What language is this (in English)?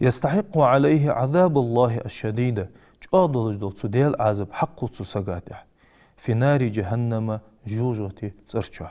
Ingush